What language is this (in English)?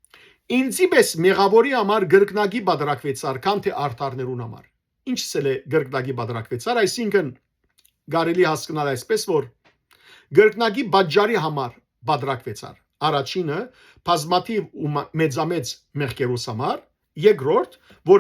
Western Armenian